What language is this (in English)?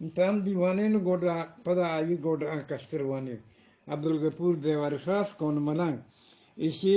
Eastern Balochi